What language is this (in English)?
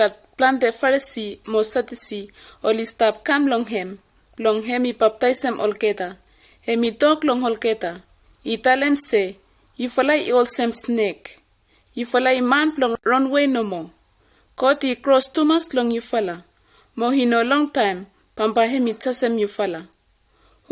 Bislama